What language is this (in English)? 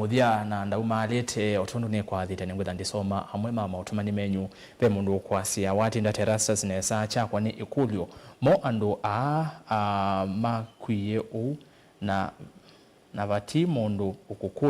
Kamba